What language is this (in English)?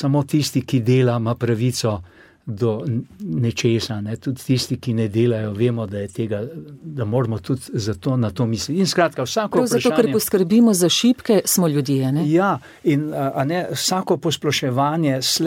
Slovenian